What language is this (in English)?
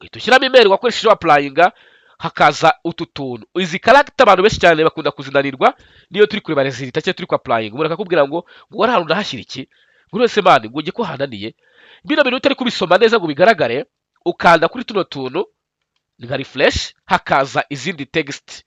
Kinyarwanda